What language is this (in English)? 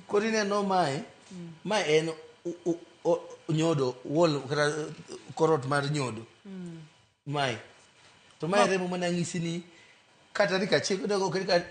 Luo (Kenya and Tanzania)